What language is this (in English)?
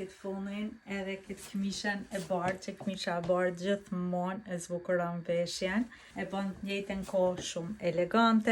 Albanian